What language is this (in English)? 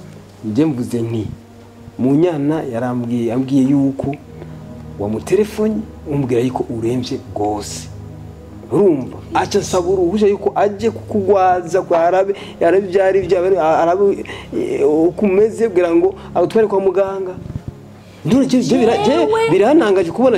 Rundi